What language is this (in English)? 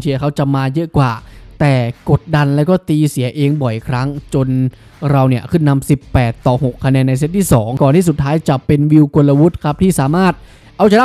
Thai